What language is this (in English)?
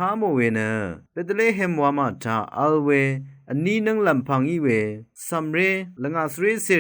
Rawang